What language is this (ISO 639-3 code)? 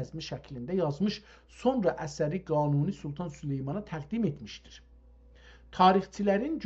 azb